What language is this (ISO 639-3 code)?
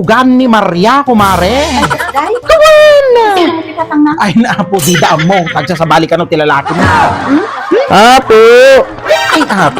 ilo